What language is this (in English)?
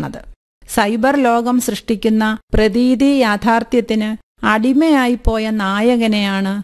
Malayalam